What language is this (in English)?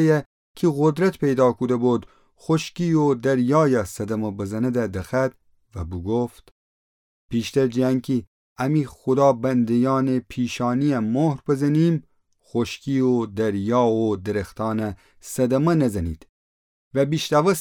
Gilaki